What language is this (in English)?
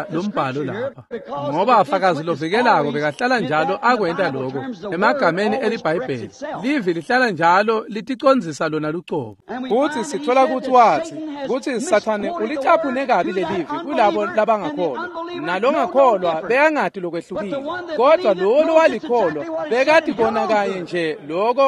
Swati